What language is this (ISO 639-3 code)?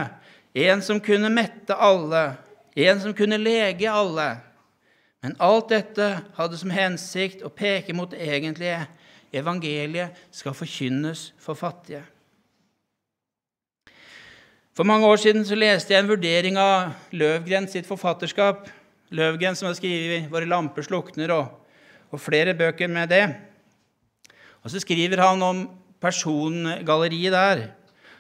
nor